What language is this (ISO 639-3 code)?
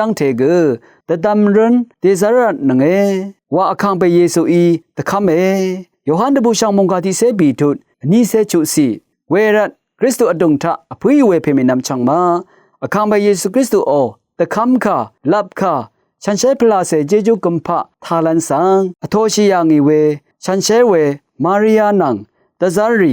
raw